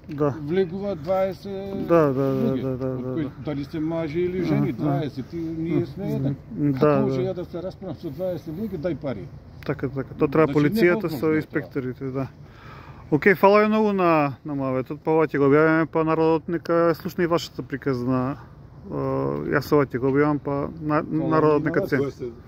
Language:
Macedonian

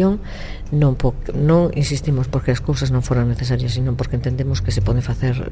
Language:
Galician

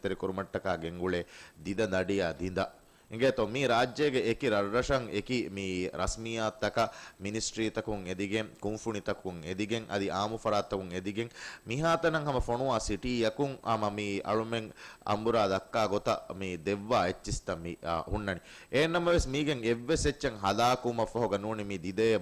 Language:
Divehi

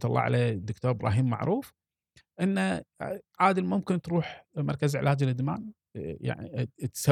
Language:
Gulf Arabic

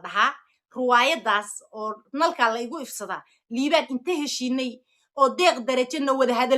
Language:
Somali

